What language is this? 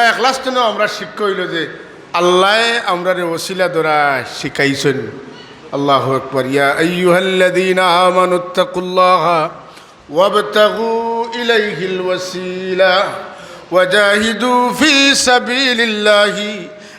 Sylheti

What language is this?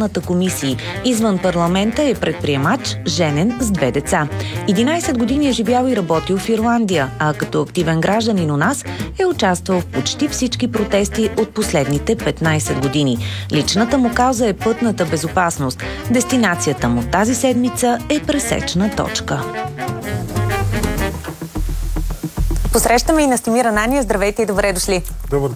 Bulgarian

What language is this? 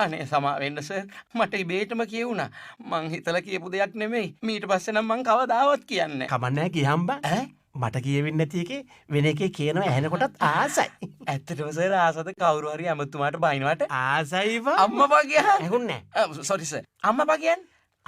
Sinhala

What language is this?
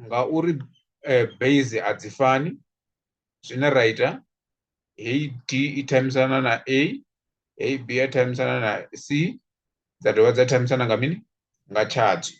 Venda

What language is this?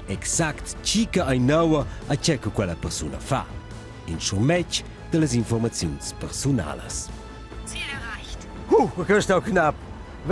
Romansh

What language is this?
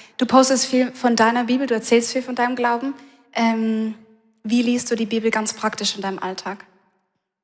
Swiss German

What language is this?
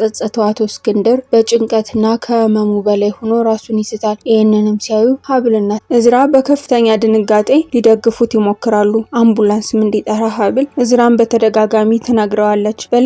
Amharic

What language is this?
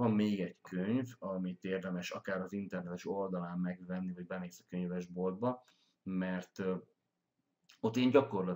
Hungarian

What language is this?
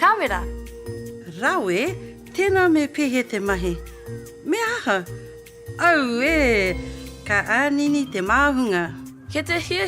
Māori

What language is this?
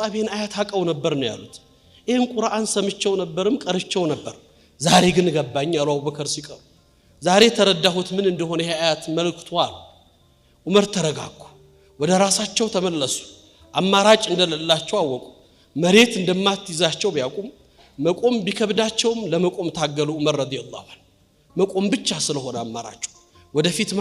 Amharic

